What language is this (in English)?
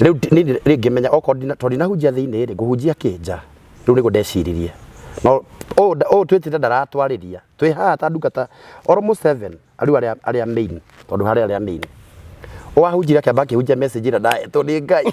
Kikuyu